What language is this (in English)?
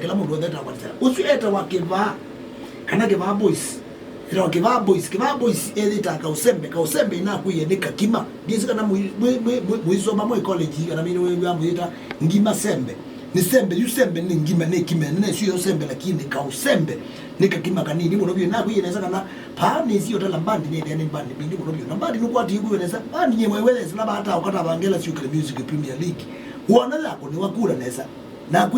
Kamba